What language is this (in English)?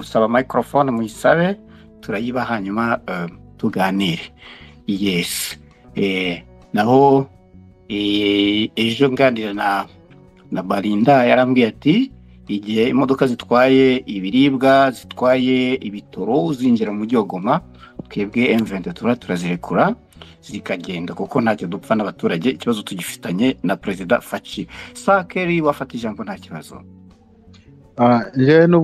Kinyarwanda